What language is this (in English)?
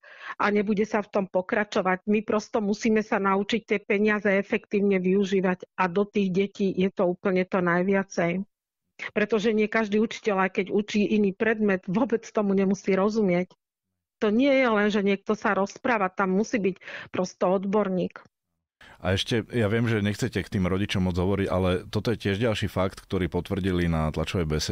Slovak